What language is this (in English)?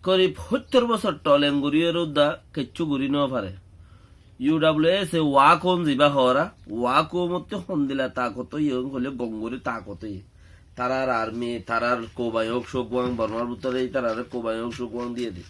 Rohingya